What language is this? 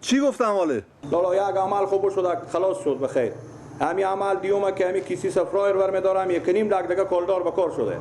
Persian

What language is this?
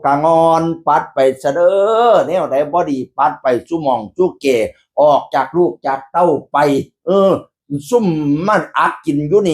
Northeastern Thai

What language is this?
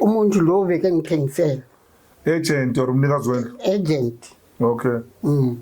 Zulu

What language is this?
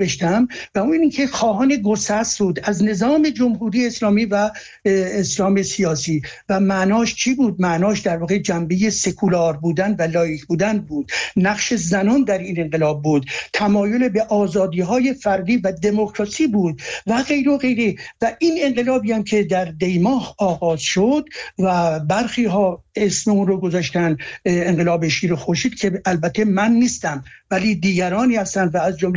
Persian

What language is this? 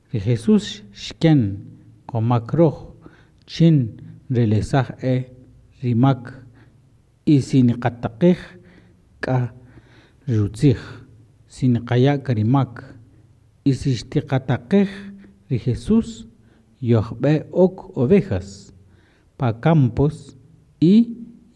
Kaqchikel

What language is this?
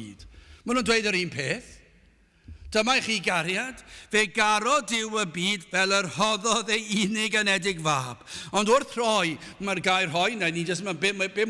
Welsh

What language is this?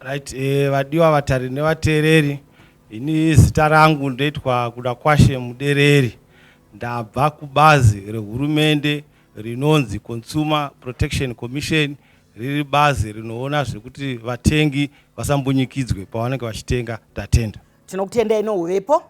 Shona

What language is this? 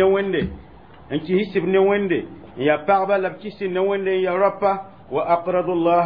Mossi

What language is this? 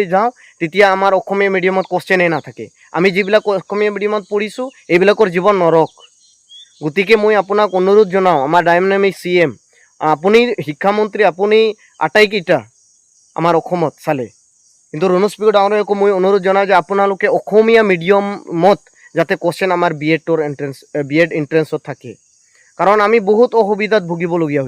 Assamese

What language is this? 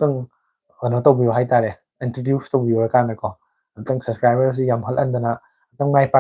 Manipuri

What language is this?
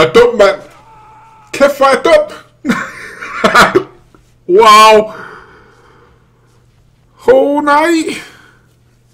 Danish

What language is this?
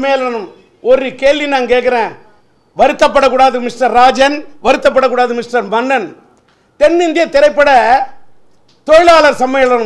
Tamil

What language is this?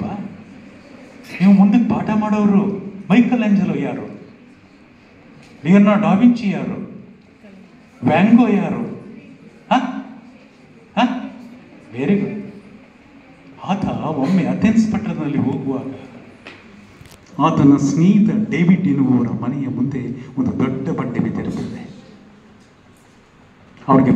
Kannada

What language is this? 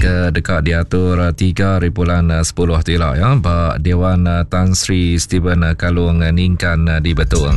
Iban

